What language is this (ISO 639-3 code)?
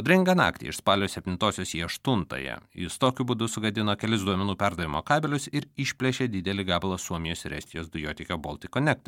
lit